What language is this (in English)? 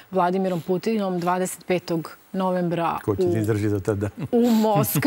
Serbian